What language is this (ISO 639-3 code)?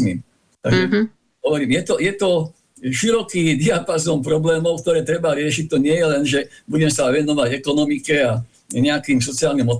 slk